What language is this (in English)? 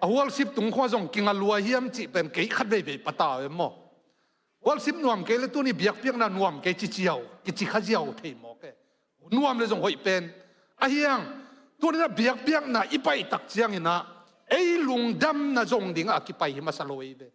Tedim Chin